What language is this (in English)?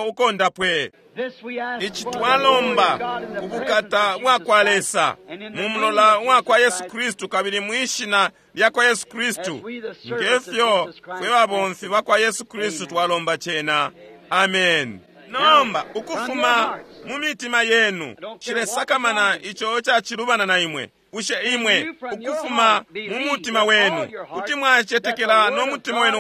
Bemba